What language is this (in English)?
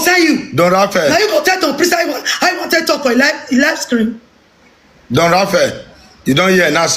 Nigerian Pidgin